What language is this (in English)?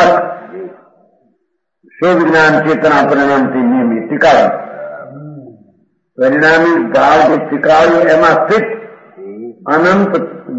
Gujarati